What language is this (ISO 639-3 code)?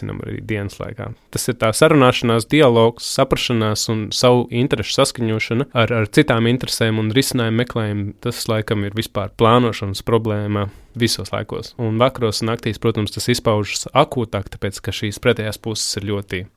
lav